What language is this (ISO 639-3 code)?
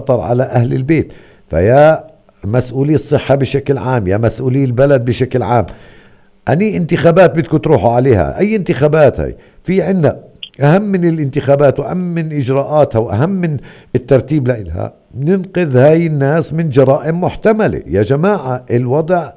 apc